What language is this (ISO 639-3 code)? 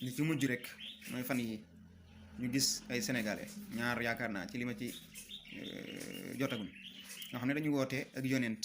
wol